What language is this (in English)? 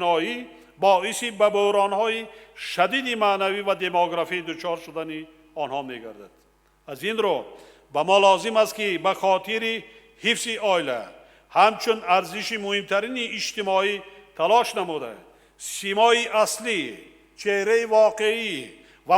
Tajik